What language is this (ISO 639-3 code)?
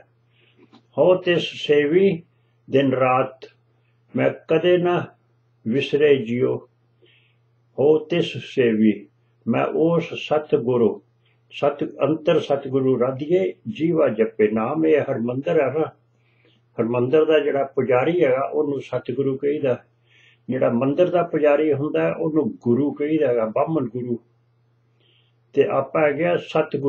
pan